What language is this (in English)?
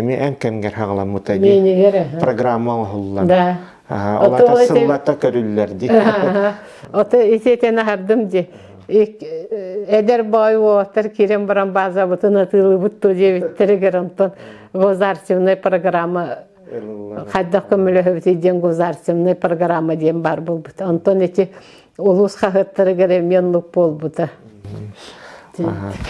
Yakut